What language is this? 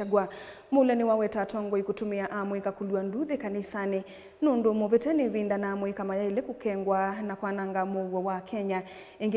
Kamba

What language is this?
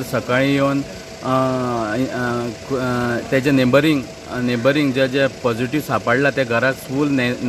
Konkani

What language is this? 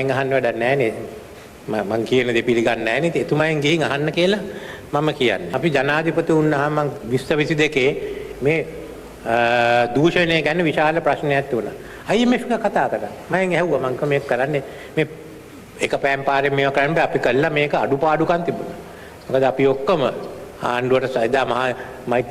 Sinhala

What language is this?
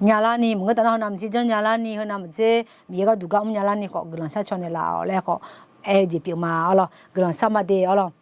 Akha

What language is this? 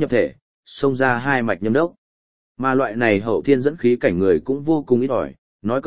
Vietnamese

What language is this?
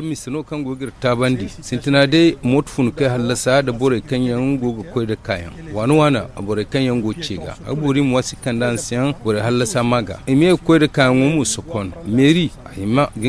Zarma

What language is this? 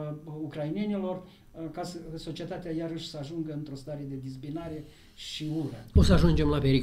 Romanian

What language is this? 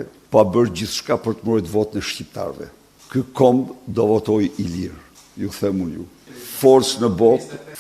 Albanian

